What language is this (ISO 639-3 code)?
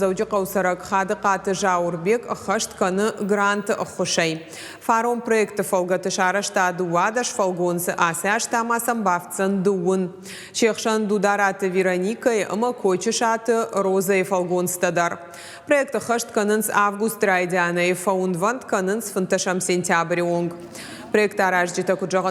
oss